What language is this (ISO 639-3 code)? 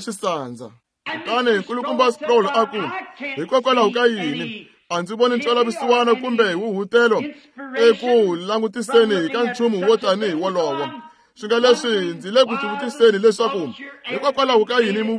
tso